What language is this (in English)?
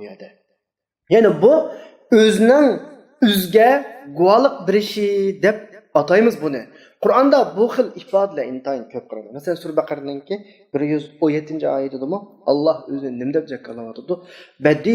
Uyghur